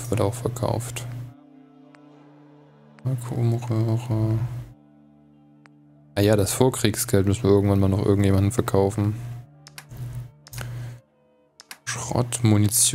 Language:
German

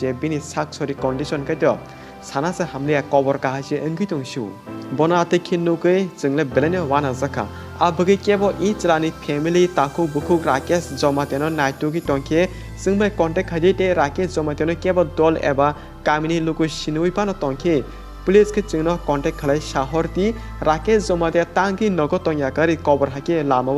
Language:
Kok Borok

